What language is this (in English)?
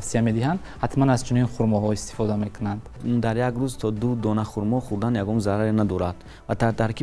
Tajik